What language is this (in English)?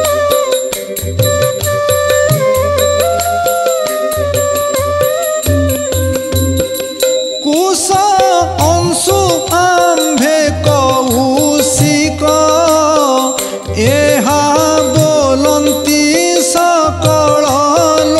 Odia